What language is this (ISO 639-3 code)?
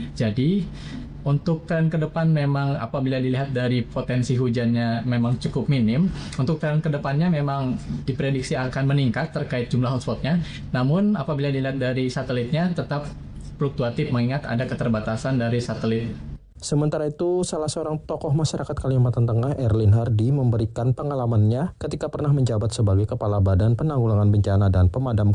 ind